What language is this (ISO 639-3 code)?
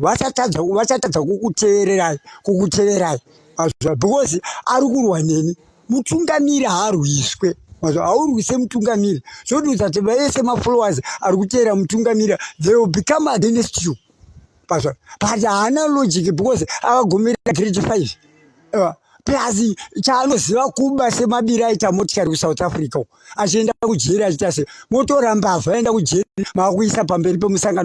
sna